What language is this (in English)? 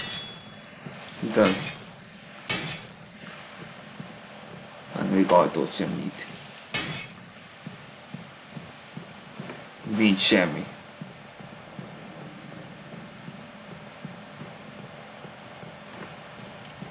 Hungarian